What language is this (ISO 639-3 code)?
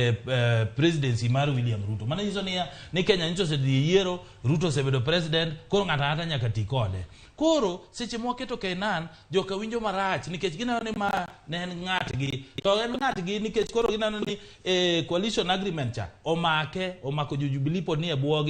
luo